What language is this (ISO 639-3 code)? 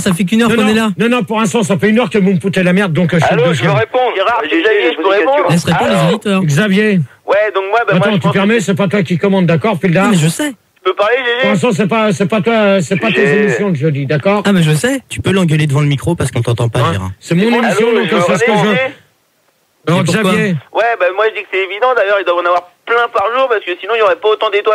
fra